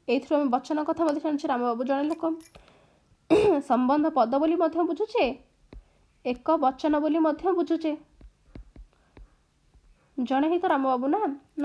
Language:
Odia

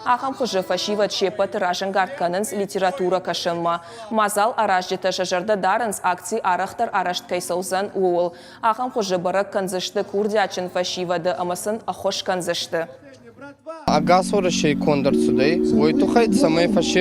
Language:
Ossetic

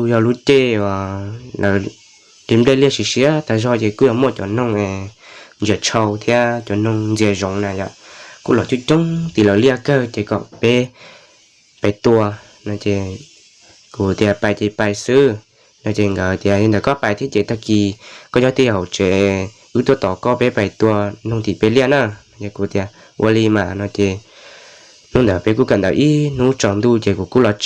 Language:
Hmong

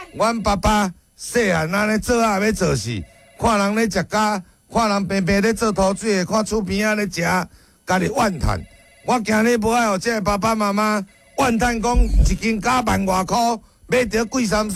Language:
Min Nan Chinese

